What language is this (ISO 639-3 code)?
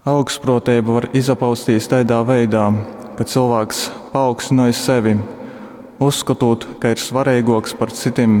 ltg